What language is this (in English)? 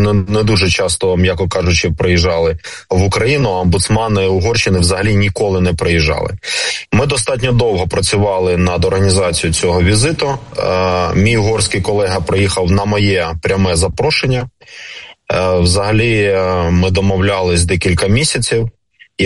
Ukrainian